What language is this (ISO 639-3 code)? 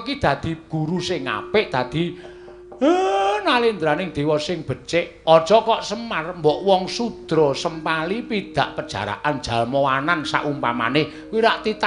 jav